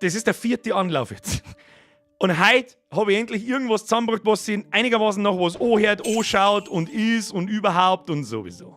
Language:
Bavarian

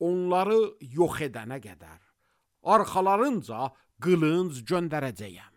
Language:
Azerbaijani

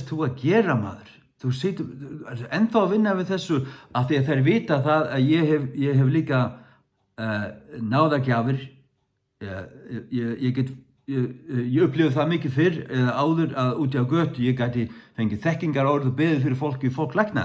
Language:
Faroese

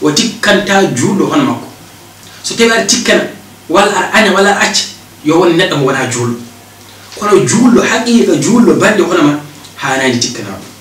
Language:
Fula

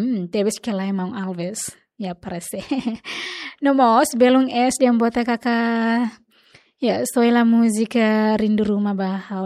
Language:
Tetum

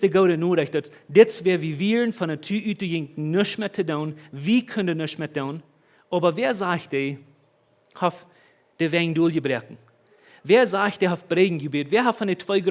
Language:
Plautdietsch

